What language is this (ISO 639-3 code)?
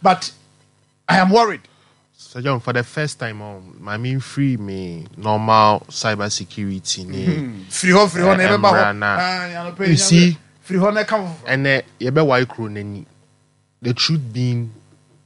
aka